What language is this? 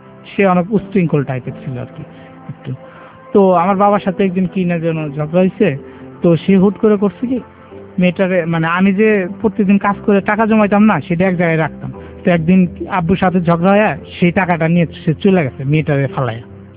Bangla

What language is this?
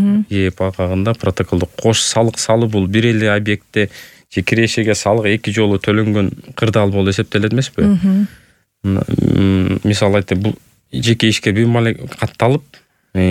Kyrgyz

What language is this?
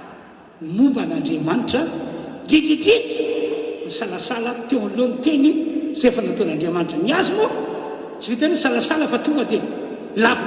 Malagasy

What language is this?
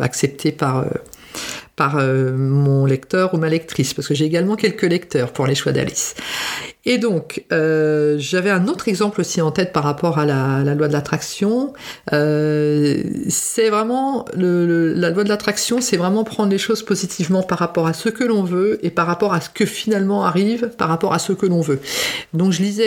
French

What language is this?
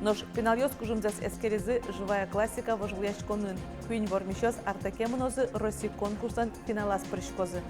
Udmurt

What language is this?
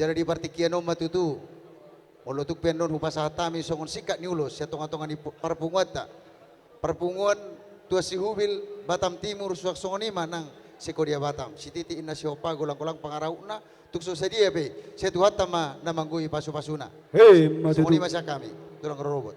Batak Toba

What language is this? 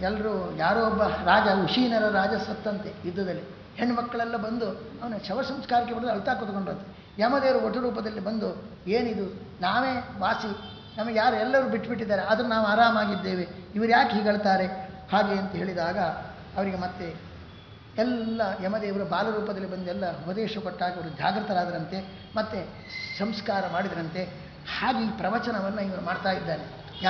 Kannada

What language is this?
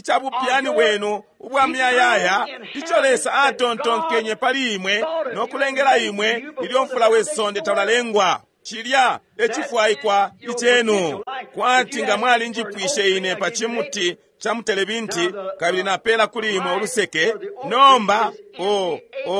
Bemba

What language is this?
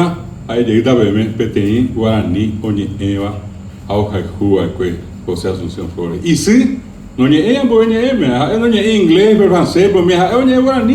Guarani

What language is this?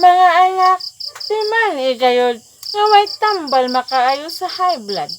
Cebuano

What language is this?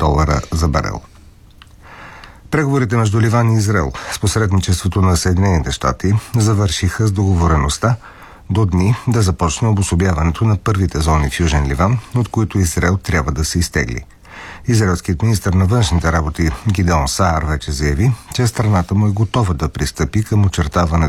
Bulgarian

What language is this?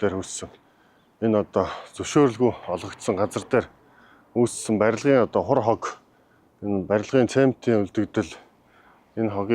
Mongolian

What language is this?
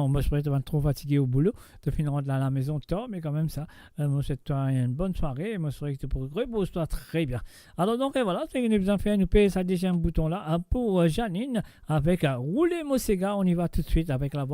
Morisyen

